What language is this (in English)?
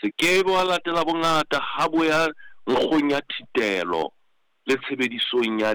Southern Sotho